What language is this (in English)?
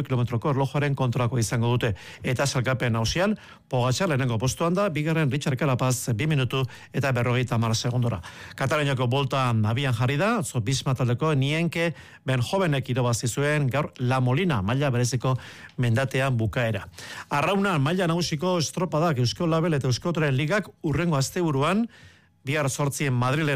Basque